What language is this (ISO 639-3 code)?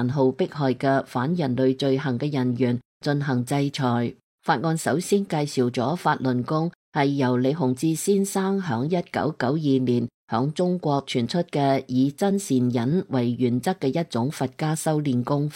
yue